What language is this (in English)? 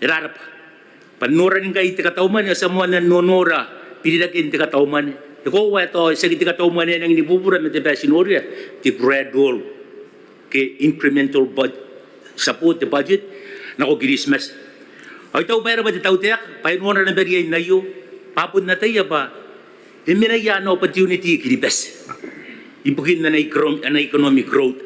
Gilbertese